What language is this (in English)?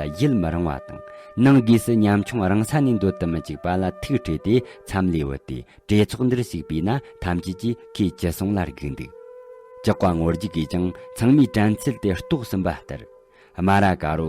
Tibetan